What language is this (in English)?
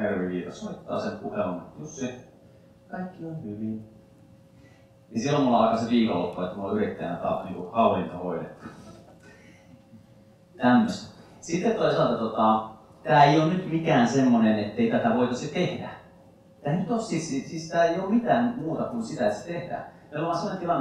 Finnish